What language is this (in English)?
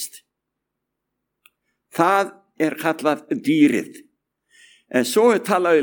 Icelandic